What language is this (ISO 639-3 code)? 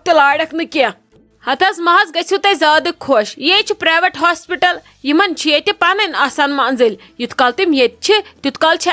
kas